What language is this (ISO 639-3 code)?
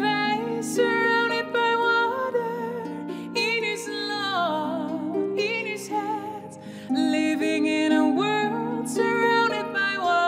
fry